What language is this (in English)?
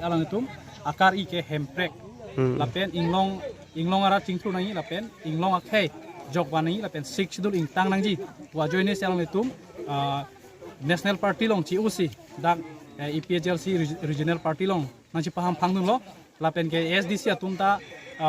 Karbi